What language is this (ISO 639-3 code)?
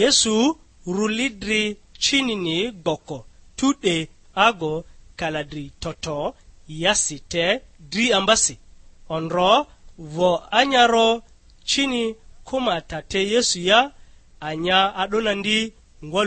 lgg